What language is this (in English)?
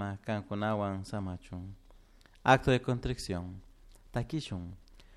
Chimborazo Highland Quichua